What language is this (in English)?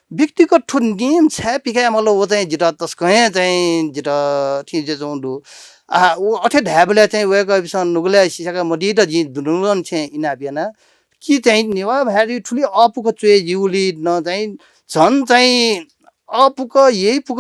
Newari